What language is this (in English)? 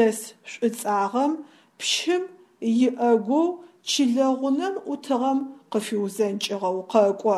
Adyghe